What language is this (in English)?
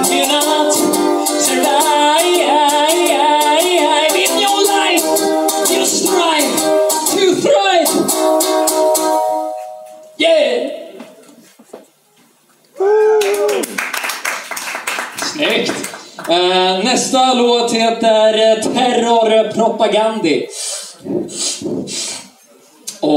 Swedish